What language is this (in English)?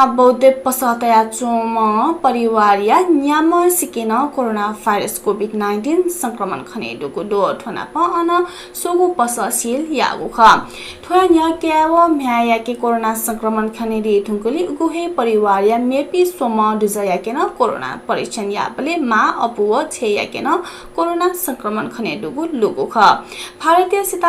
Newari